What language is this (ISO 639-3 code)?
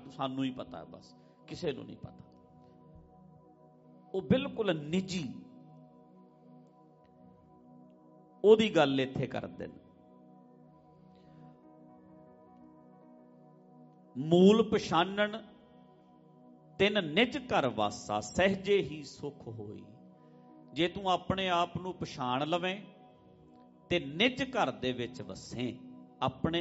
pan